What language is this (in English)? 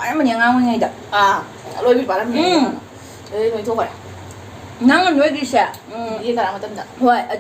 Manipuri